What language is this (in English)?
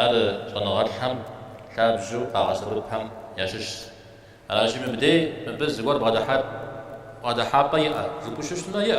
Kabardian